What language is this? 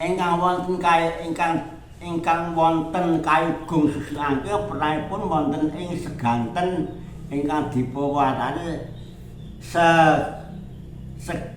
Javanese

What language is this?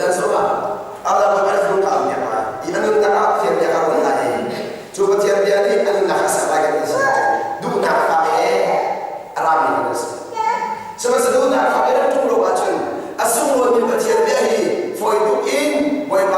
Hakha Chin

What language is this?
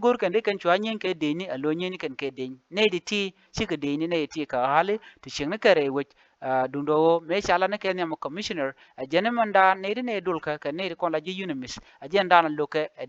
Nuer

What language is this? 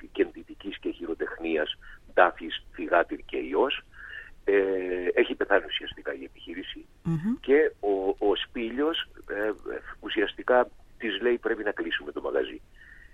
Greek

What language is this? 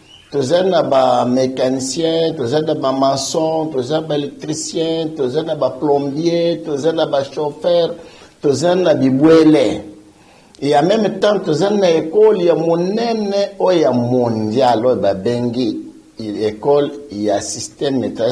Lingala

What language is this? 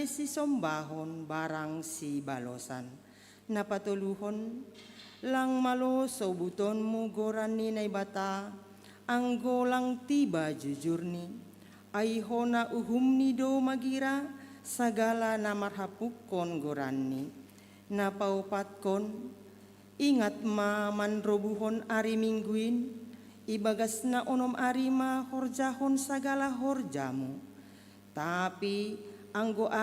Batak Simalungun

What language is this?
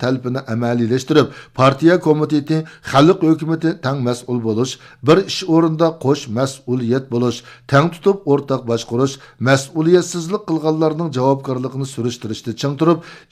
Uyghur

